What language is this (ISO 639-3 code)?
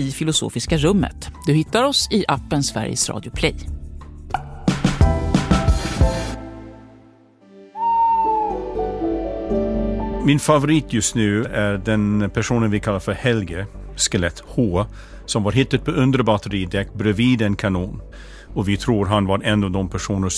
swe